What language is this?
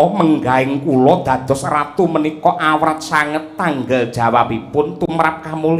Javanese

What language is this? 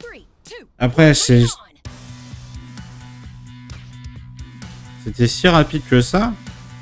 French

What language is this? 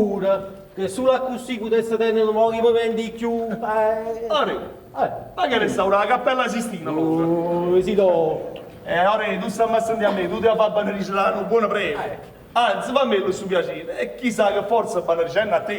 Neapolitan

